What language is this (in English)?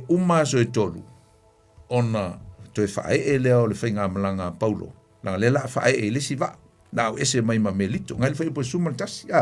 Samoan